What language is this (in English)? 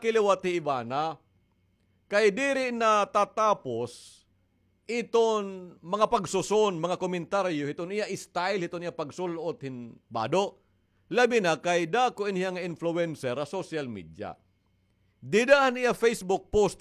Waray